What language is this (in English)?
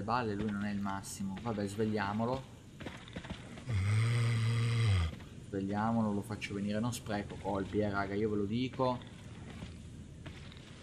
Italian